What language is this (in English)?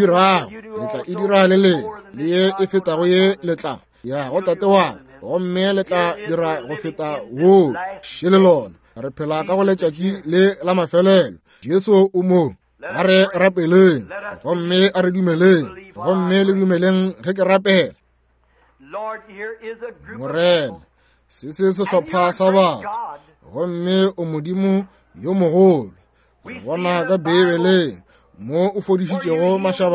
Northern Sotho